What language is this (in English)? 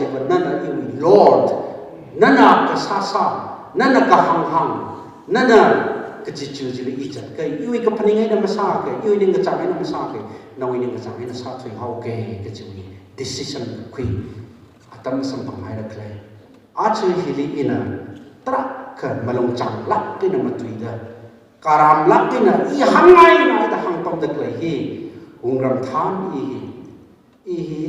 Tangkhul Naga (India)